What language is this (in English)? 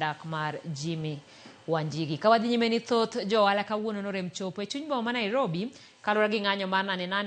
Luo (Kenya and Tanzania)